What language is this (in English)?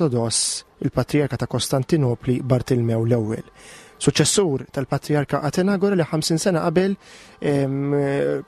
Maltese